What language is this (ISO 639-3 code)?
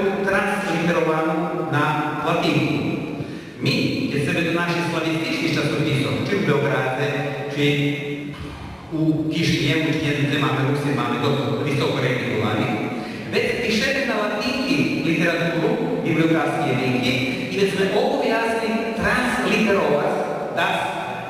rue